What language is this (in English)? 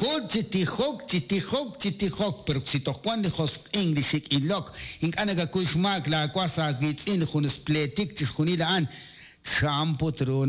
Kekchí